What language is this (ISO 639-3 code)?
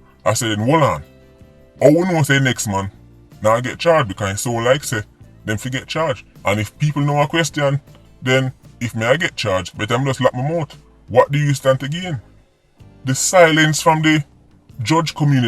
jam